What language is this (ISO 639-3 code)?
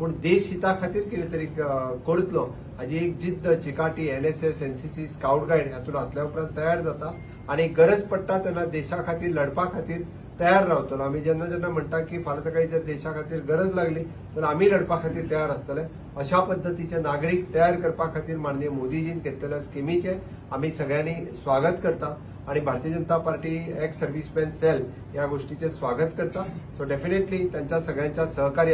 kok